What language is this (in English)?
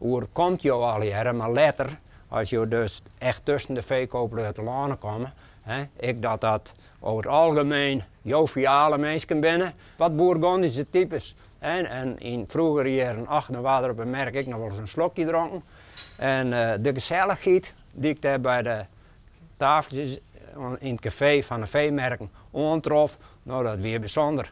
Western Frisian